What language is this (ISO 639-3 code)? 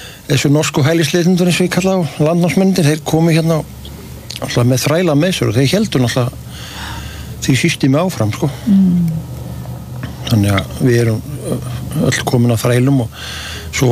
isl